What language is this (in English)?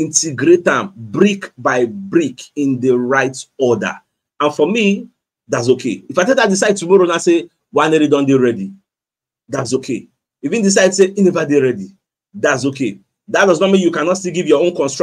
Nigerian Pidgin